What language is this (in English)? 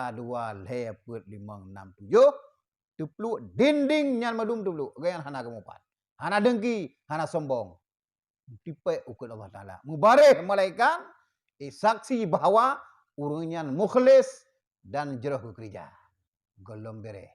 Achinese